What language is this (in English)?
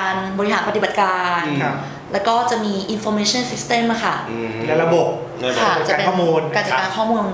Thai